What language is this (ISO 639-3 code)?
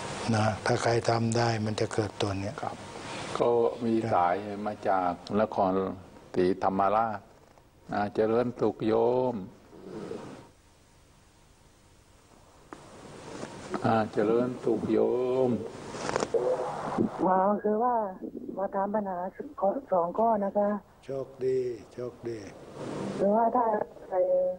tha